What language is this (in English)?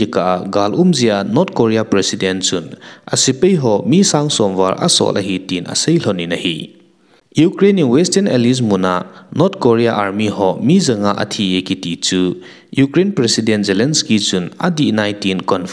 Thado Chin